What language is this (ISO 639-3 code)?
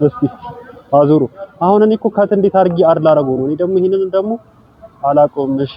amh